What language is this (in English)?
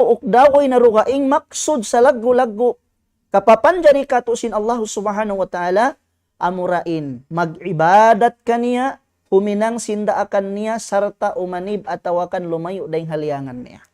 Tausug